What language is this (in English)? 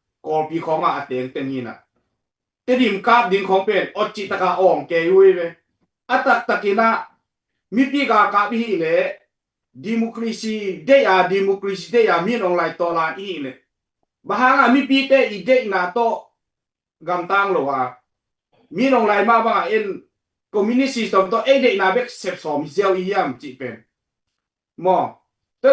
Tedim Chin